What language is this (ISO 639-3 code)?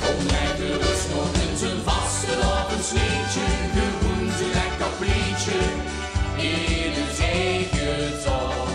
lim